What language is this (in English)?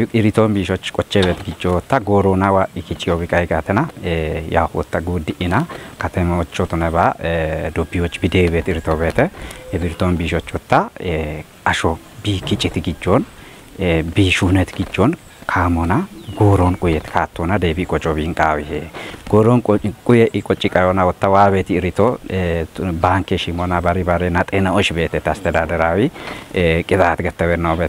Kafa